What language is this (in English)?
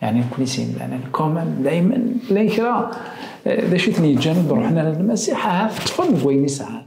Kabyle